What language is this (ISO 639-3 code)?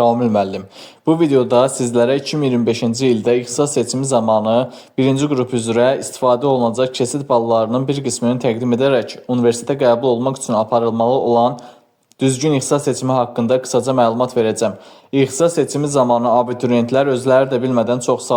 aze